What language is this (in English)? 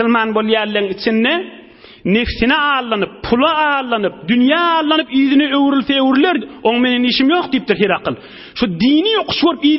Turkmen